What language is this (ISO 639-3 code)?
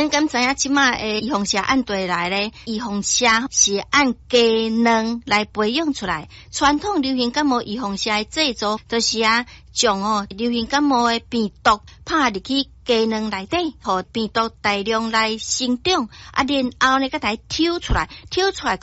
nan